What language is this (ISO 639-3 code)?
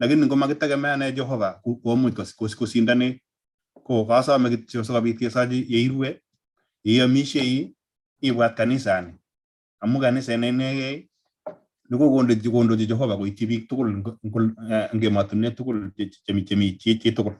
kln